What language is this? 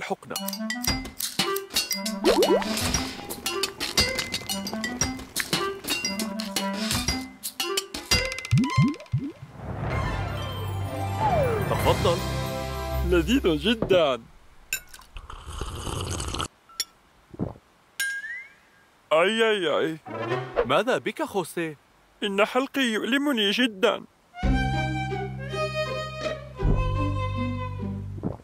Arabic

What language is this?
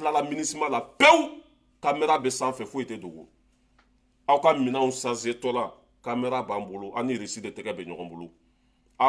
Bambara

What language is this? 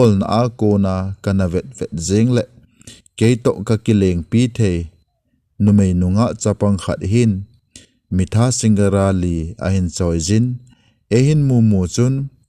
Thado Chin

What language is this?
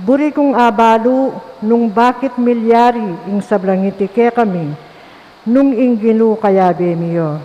Pampanga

